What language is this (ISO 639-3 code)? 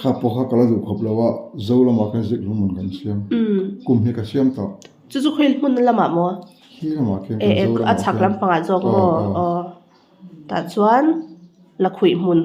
lus